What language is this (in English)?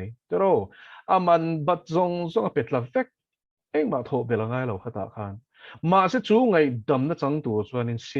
Mizo